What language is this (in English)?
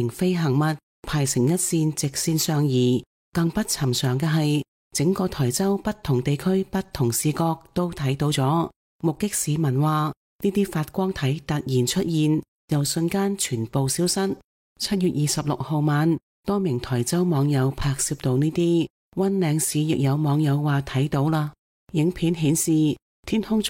Cantonese